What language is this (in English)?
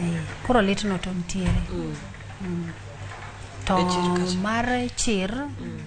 Luo (Kenya and Tanzania)